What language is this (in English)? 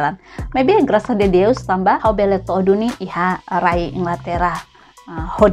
Tetum